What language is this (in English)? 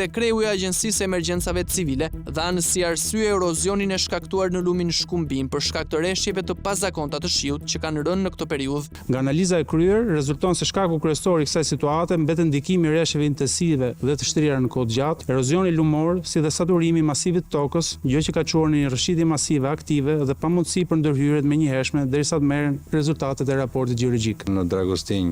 Albanian